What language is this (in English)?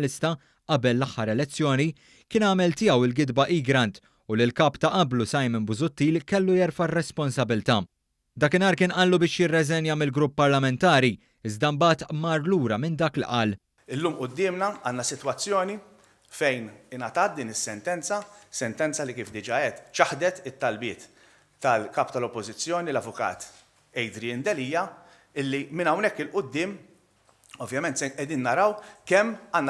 Maltese